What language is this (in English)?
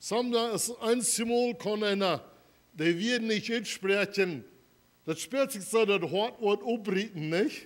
Plautdietsch